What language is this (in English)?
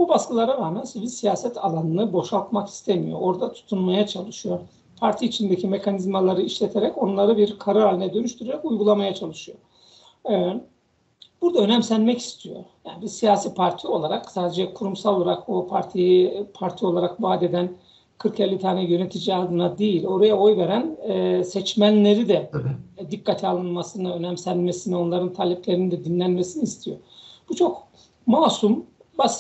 Turkish